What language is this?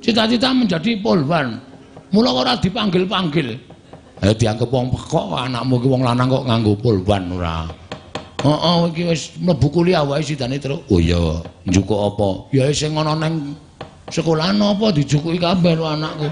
Javanese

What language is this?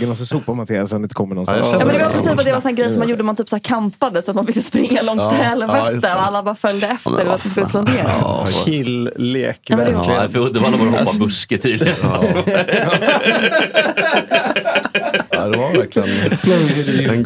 Swedish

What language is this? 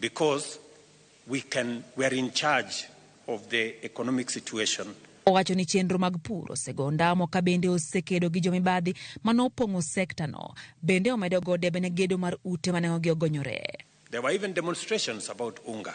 Luo (Kenya and Tanzania)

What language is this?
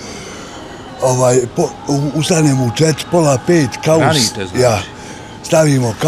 Bosnian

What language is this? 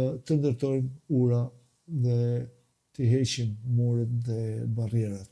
Albanian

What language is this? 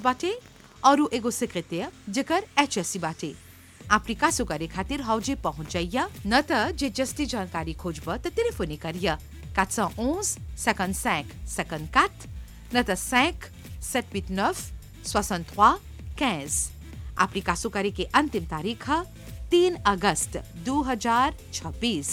Bhojpuri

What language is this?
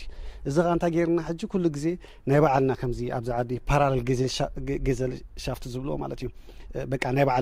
Tigrinya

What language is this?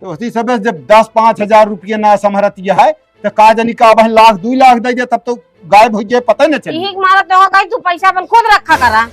Awadhi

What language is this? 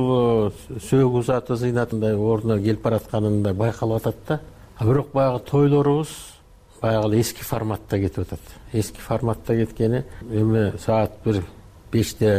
Kyrgyz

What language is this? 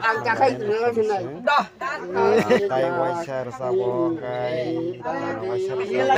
Kok Borok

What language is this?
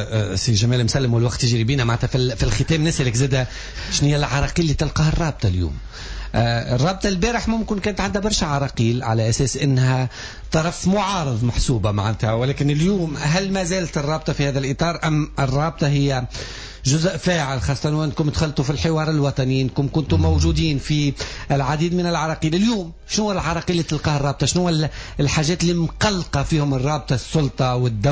Tunisian Arabic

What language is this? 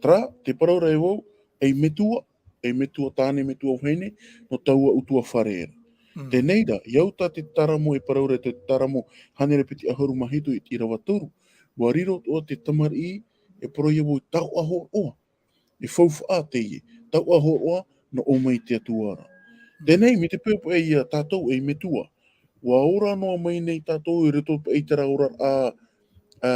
Tahitian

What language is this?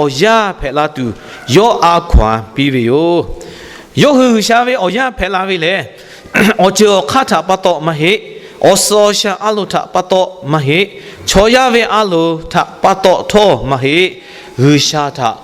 Lahu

